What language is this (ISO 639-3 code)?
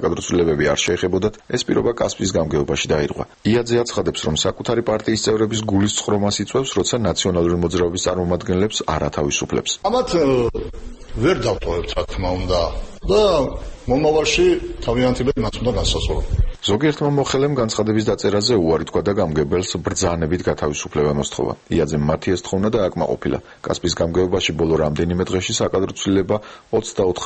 kat